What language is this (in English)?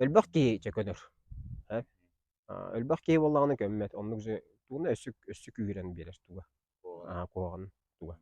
Yakut